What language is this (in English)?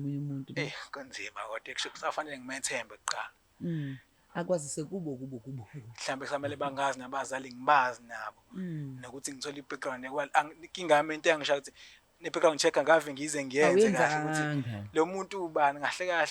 Zulu